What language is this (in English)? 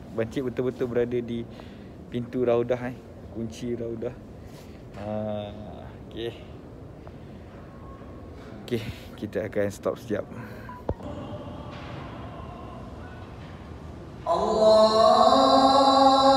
Malay